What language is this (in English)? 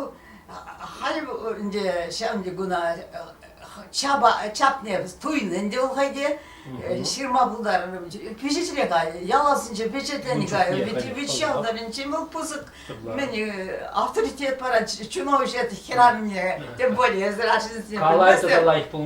Chuvash